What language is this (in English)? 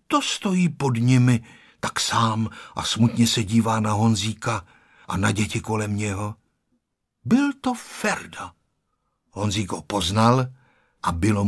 Czech